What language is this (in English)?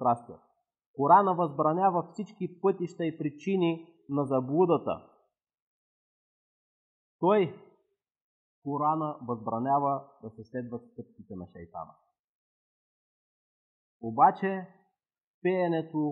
Bulgarian